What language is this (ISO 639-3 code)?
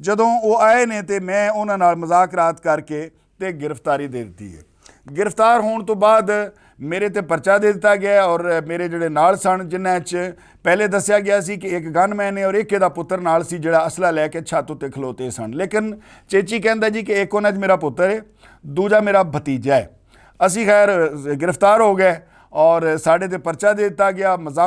lah